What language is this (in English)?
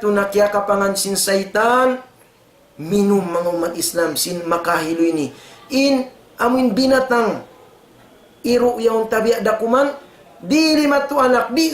Tausug